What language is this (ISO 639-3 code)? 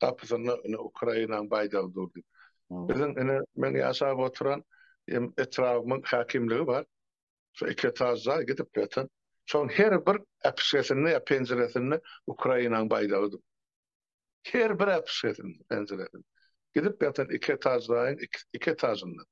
tuk